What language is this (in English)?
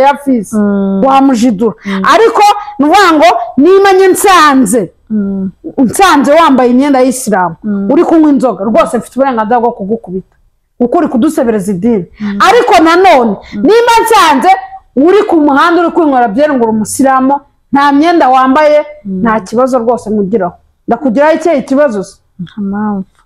Kinyarwanda